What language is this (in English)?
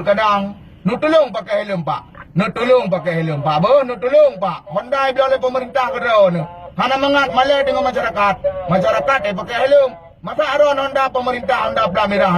Achinese